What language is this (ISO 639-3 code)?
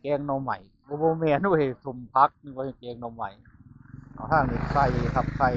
tts